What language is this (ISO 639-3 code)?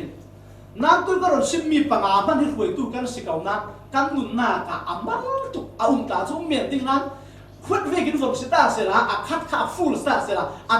cfm